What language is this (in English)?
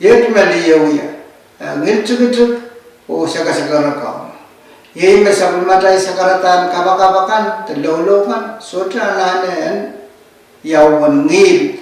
Pohnpeian